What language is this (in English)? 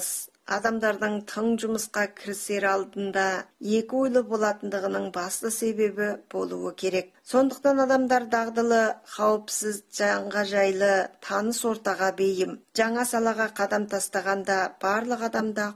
Kazakh